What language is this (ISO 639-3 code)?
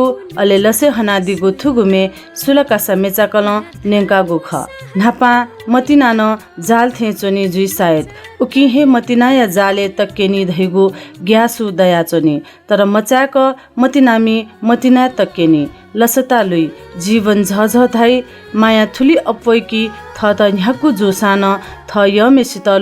new